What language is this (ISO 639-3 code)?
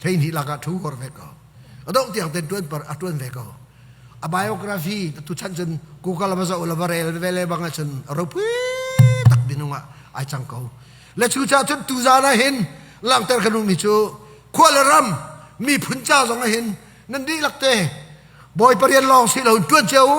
cnh